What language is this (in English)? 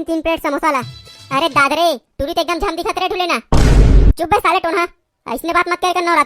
Chhattisgarhi